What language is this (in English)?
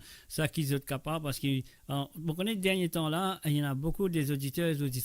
Morisyen